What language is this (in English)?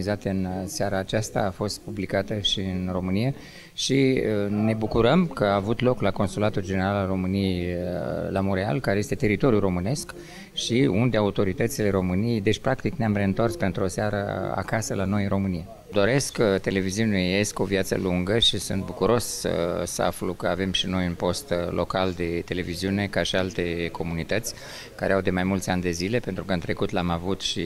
Romanian